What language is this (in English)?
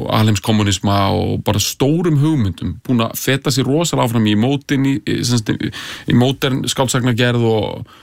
Icelandic